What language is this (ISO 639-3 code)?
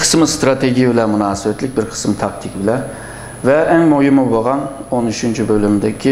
uig